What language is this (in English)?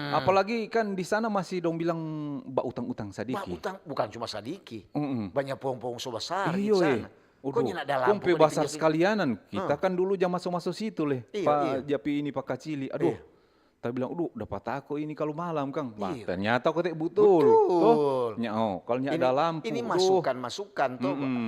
Manado Malay